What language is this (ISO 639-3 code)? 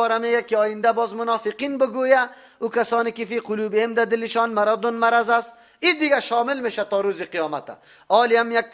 fas